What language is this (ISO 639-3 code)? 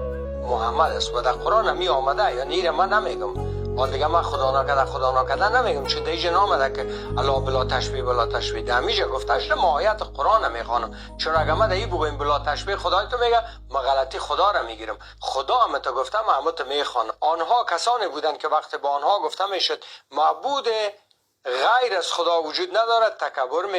fas